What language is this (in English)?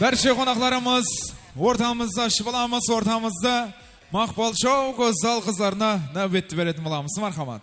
Kara-Kalpak